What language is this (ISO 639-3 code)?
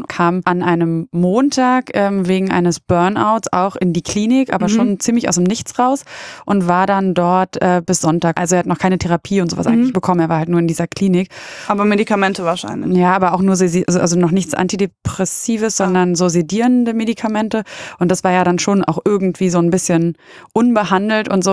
deu